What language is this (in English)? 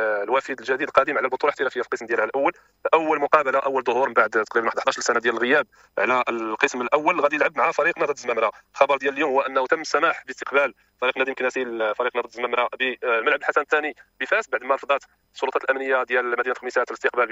Moroccan Arabic